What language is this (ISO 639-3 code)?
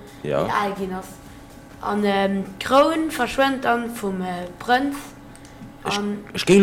ltz